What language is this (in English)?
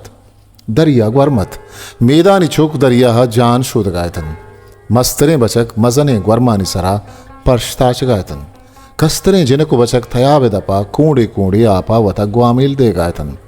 Eastern Balochi